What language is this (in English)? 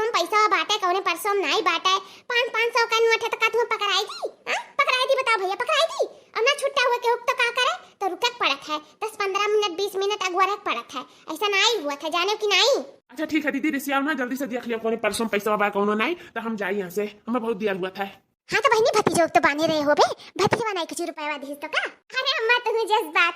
Awadhi